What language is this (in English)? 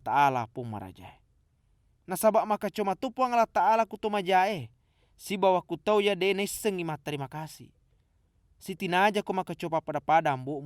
Buginese